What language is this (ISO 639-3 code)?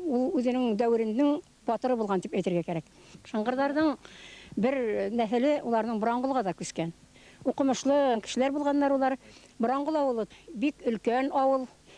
bak